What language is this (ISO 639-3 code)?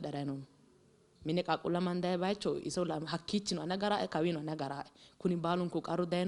sid